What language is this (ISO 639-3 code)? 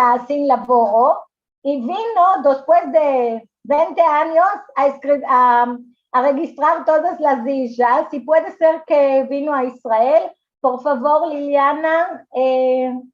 lad